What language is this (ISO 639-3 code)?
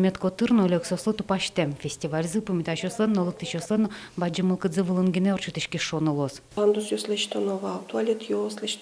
udm